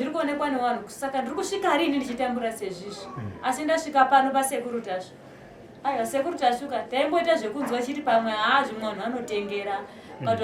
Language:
Shona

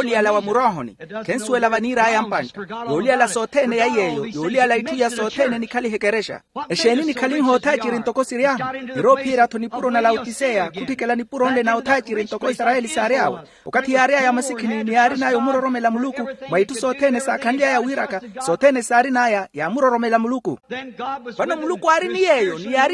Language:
Makhuwa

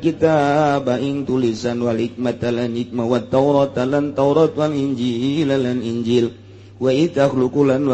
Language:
Sundanese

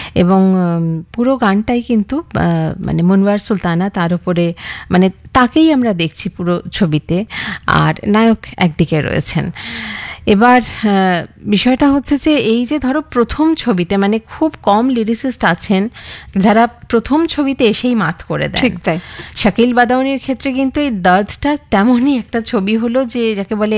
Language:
Bangla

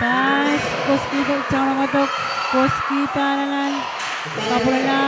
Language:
Pohnpeian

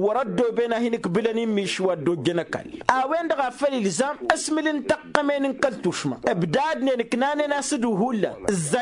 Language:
Tamasheq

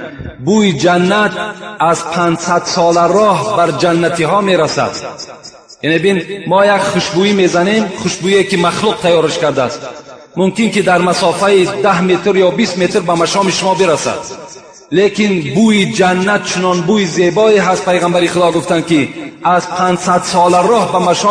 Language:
Tajik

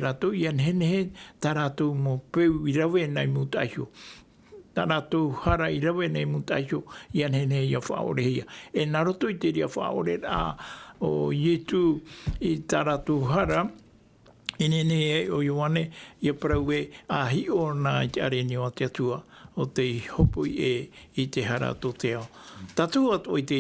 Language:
Tahitian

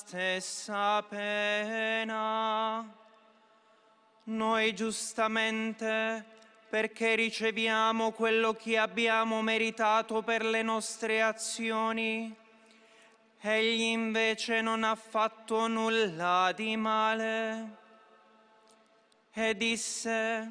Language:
Italian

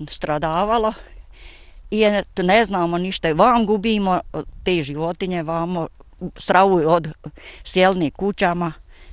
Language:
Bosnian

